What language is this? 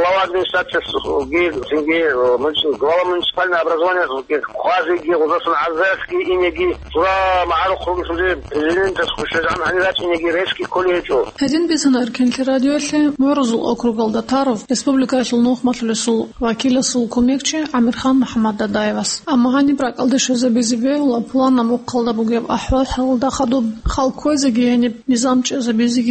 Avaric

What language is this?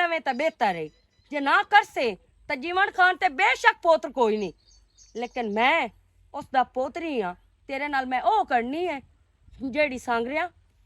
Western Panjabi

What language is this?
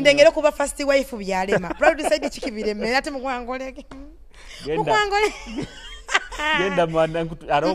Nyoro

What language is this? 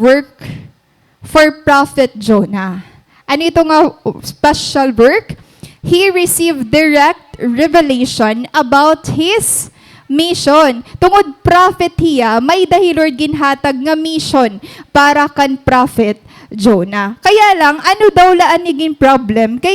Waray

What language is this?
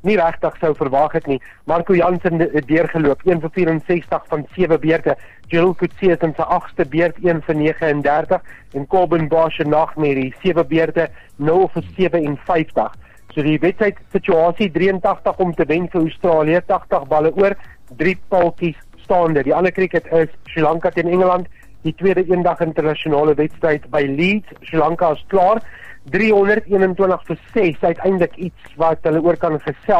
Afrikaans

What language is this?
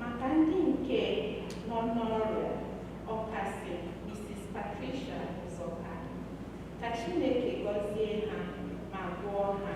Igbo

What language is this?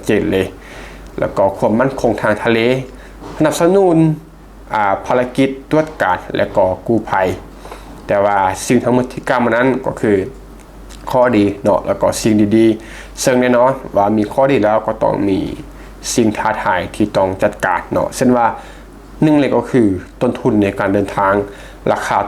Lao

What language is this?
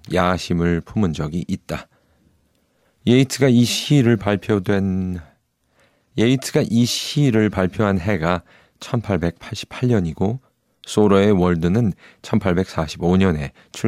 Korean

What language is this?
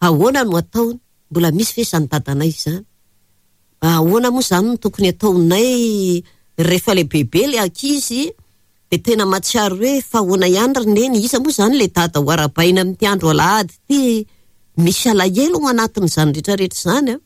Malagasy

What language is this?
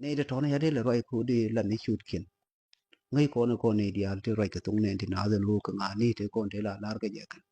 Nuer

